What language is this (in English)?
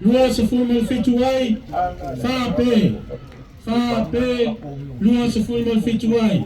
Samoan